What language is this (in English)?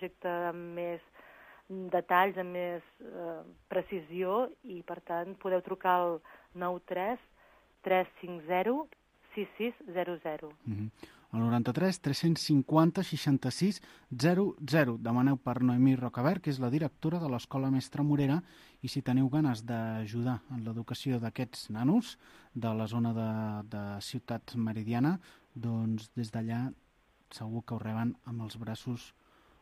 Catalan